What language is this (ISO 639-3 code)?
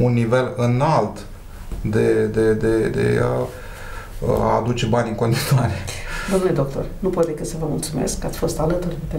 ron